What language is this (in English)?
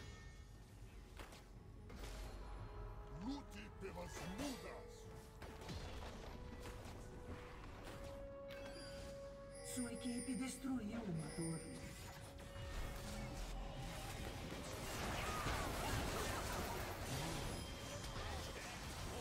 Portuguese